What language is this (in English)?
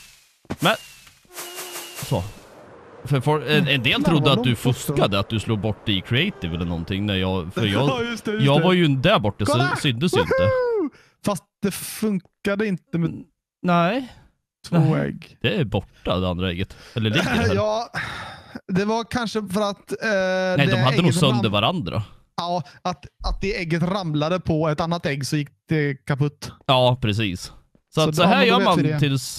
Swedish